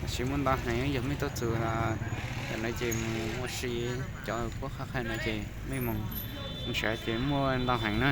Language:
Hmong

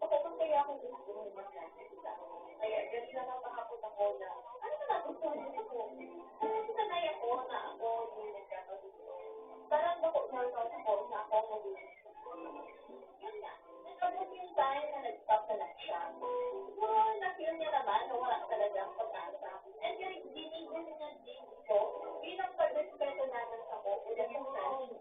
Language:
Bikol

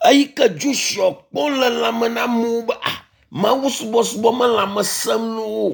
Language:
Ewe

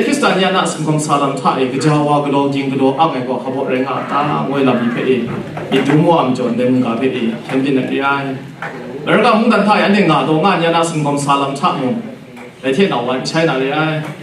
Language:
Kachin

